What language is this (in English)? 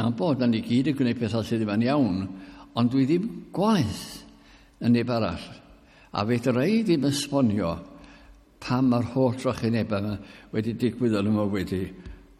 Welsh